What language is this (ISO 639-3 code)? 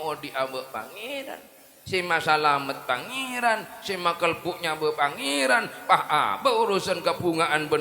mad